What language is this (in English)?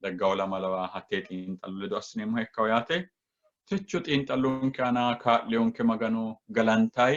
Sidamo